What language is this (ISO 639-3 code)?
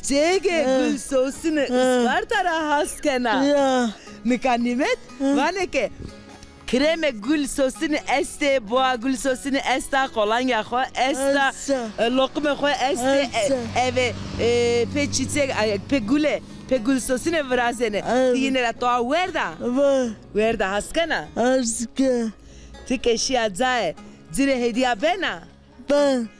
zza